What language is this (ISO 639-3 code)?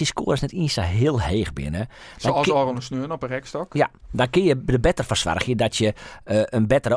fry